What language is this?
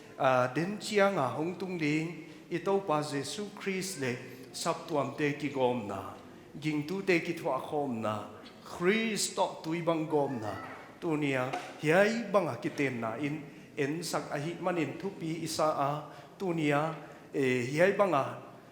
Paite Chin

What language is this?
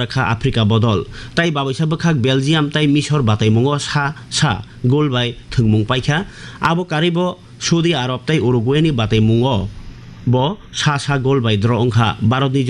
Kok Borok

